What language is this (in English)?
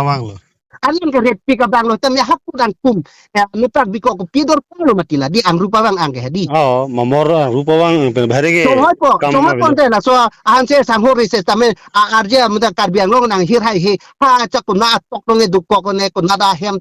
Karbi